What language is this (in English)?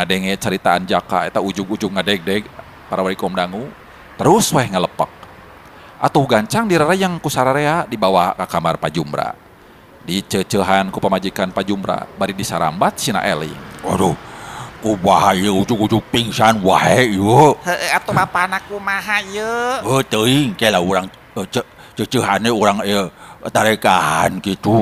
Sundanese